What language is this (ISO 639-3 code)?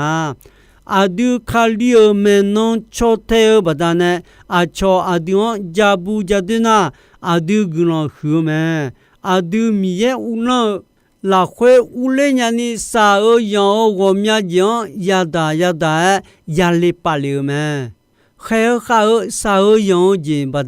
ahk